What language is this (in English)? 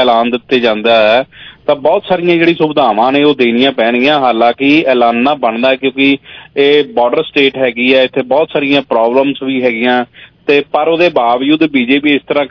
Punjabi